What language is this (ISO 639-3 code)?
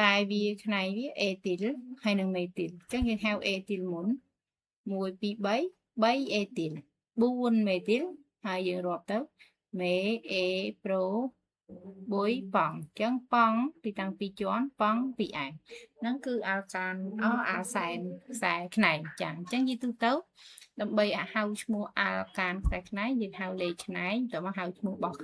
khm